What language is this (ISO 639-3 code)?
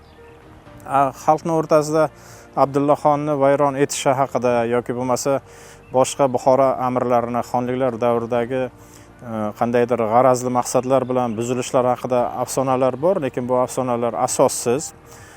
uzb